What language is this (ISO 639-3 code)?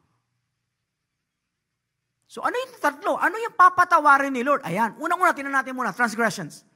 fil